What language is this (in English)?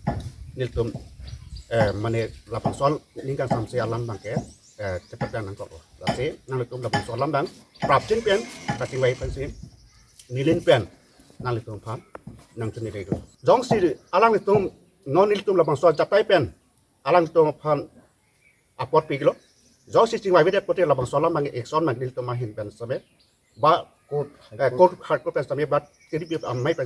Karbi